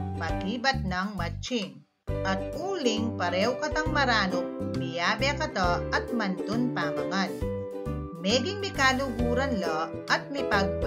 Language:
Pampanga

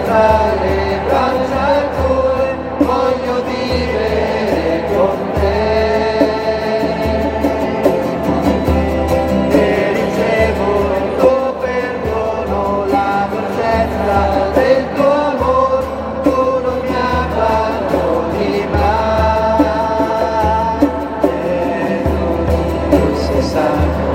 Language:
Italian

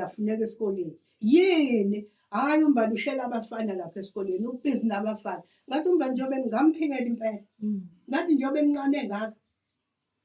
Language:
Zulu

